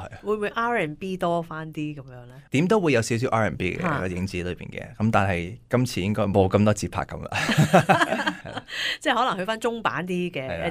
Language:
Cantonese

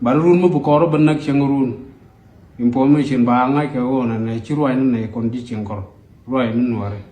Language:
Nuer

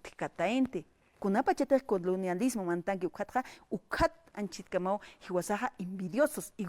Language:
Aymara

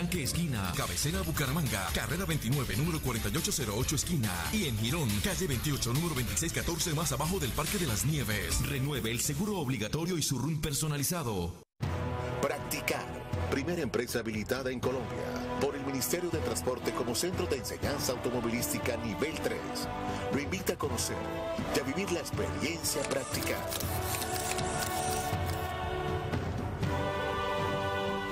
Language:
Spanish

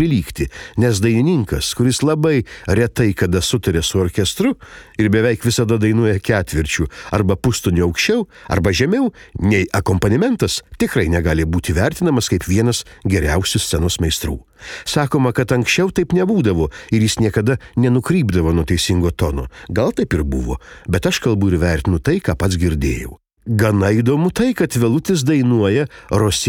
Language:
Lithuanian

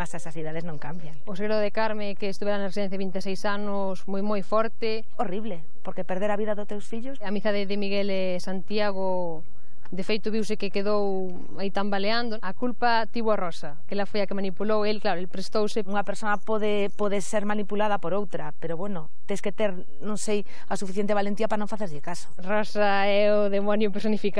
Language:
Galician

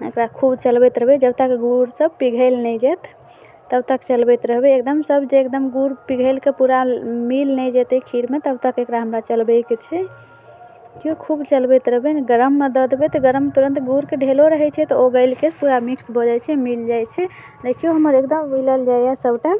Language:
Maithili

